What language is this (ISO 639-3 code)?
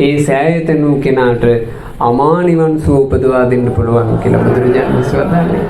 sin